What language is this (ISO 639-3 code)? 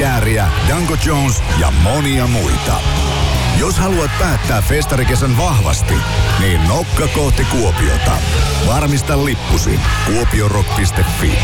fin